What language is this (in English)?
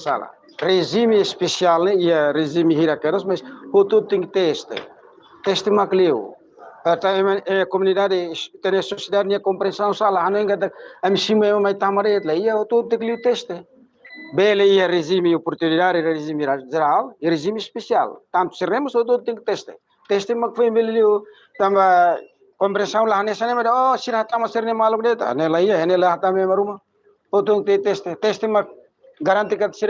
Tetum